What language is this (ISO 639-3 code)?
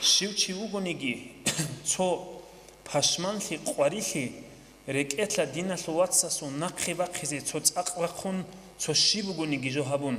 ava